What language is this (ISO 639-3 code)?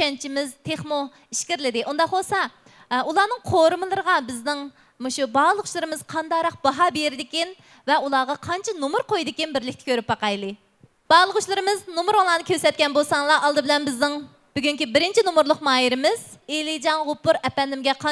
uig